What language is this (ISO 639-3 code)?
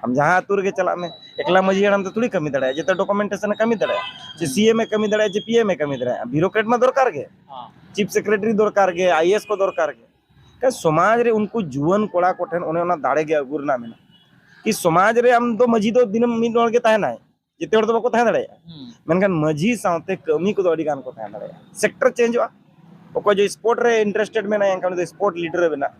sat